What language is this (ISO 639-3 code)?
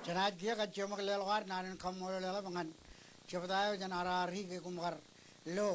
mah